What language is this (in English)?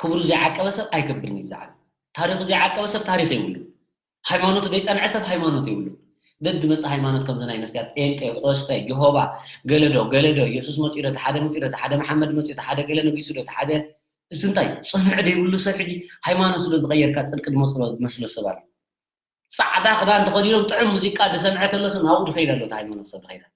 Tigrinya